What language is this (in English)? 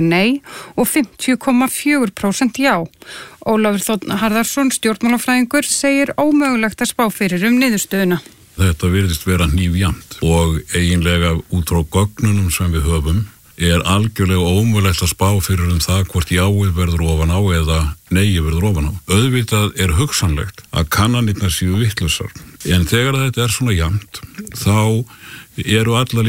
Icelandic